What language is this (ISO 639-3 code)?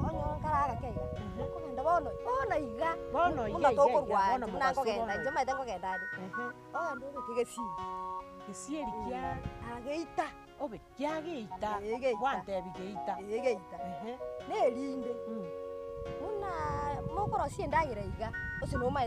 guz